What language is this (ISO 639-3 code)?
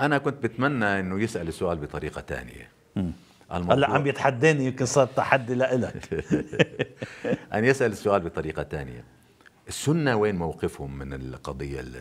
apc